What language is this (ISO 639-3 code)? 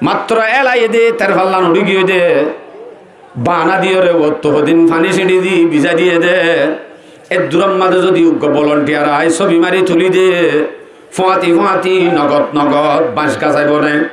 rhg